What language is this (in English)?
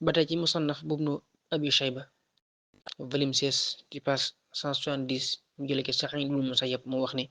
Wolof